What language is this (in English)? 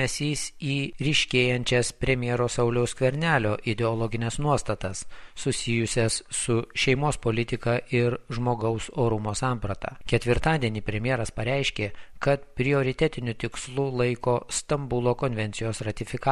Lithuanian